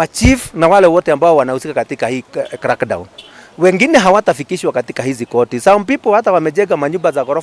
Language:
Kikuyu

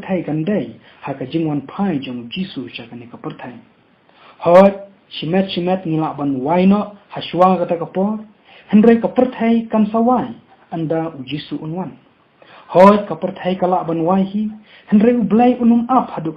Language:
Khasi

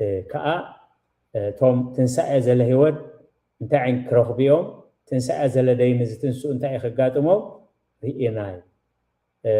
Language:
Tigrinya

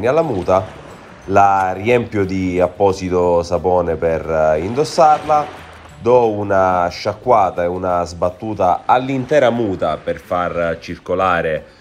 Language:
Italian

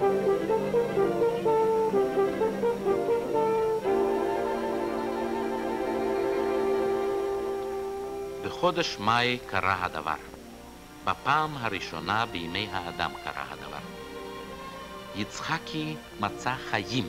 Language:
Hebrew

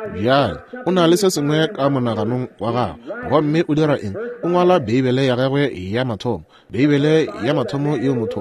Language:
Northern Sotho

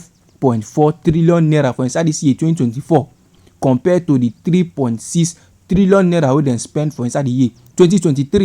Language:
Nigerian Pidgin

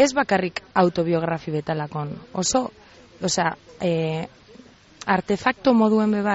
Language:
Basque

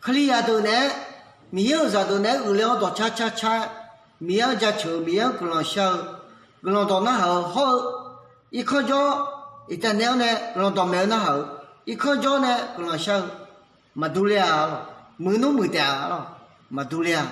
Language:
Akha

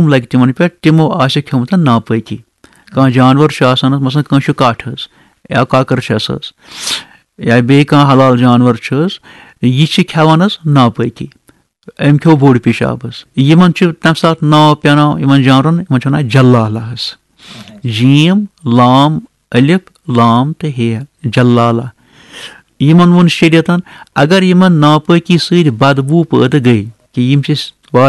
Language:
Kashmiri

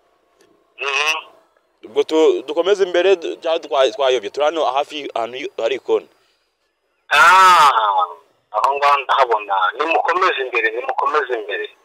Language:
Kinyarwanda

